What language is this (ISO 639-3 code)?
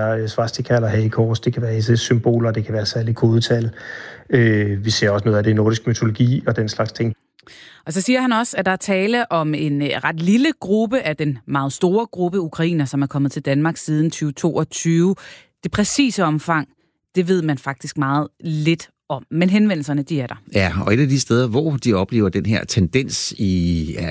dan